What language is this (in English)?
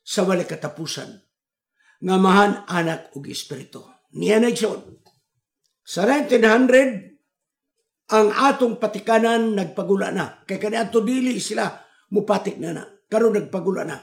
Cebuano